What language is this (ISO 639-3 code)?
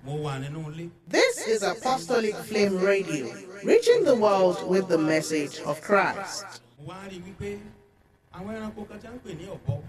yor